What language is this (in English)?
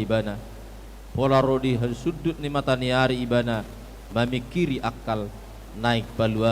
Batak Toba